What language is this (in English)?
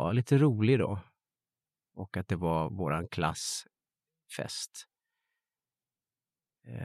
Swedish